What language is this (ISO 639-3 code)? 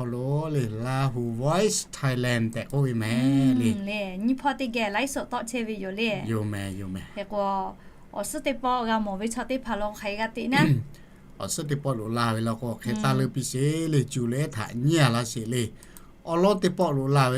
lhu